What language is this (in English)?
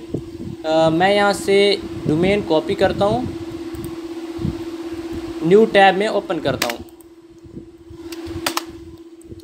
Hindi